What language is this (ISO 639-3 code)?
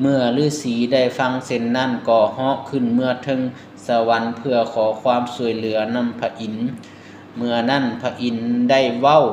lao